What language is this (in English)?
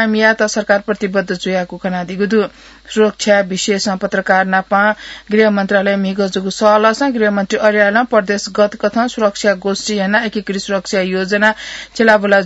Newari